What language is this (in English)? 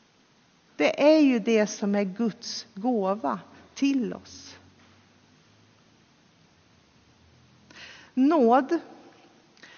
Swedish